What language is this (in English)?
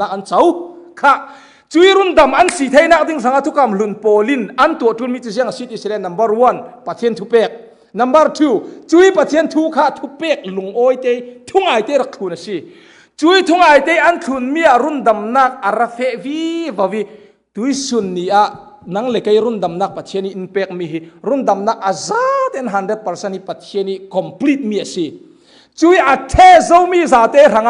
Falam Chin